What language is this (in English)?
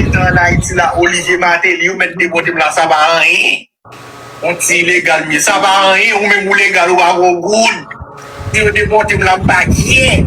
Haitian Creole